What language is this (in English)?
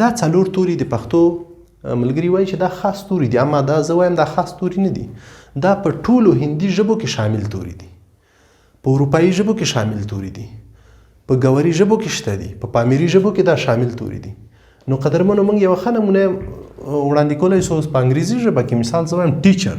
Pashto